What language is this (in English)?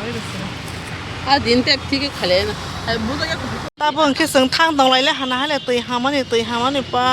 Kok Borok